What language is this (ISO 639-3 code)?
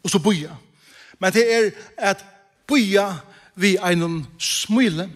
fao